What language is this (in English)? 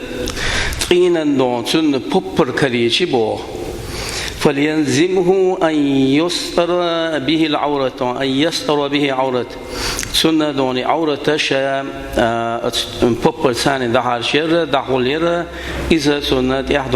Chechen